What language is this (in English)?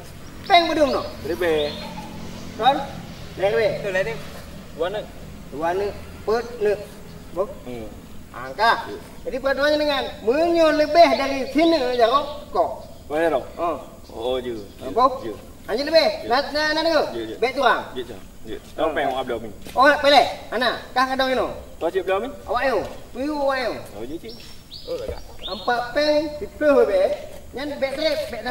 Achinese